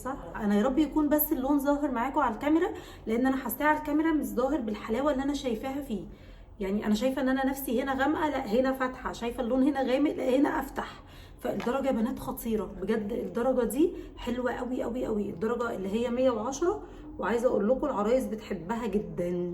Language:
Egyptian Arabic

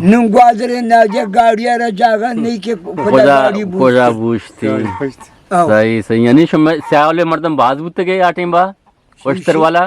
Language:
Eastern Balochi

